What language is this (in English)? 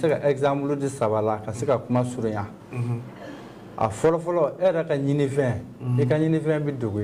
Bambara